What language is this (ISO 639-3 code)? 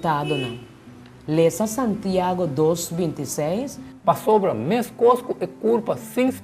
pap